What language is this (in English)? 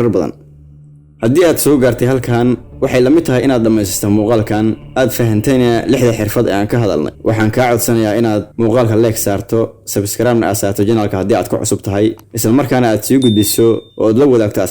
Somali